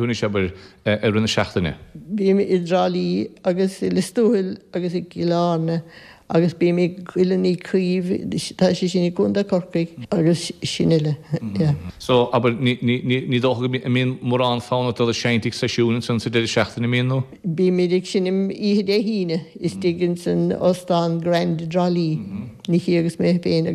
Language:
Irish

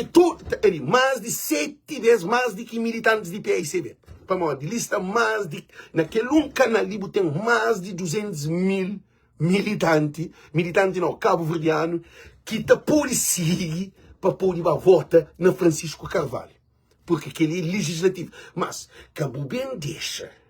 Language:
Kabuverdianu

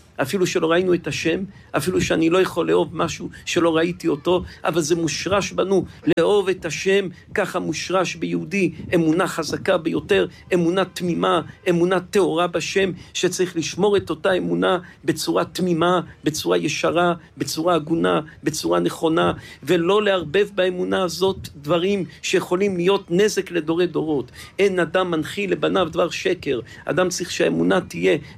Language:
Hebrew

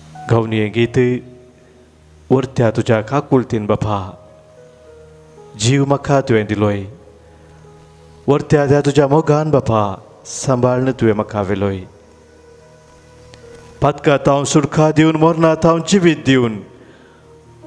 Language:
Konkani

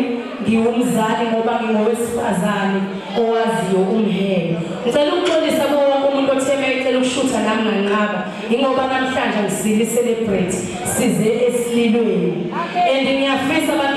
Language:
Zulu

